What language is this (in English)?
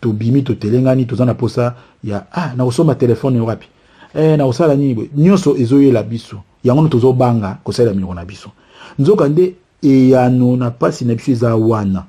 Lingala